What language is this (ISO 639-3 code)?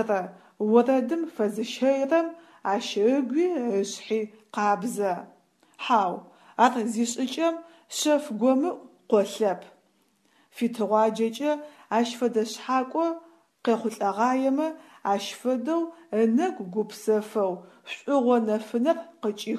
ady